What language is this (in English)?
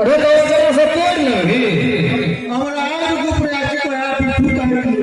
Maithili